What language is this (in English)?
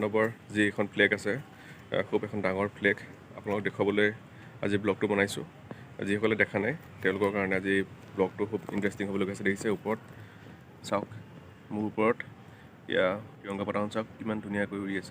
Assamese